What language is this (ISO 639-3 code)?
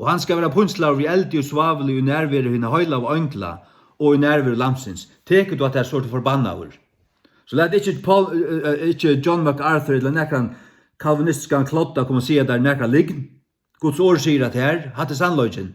fao